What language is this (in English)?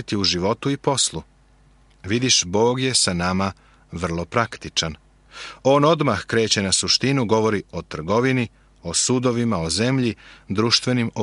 Serbian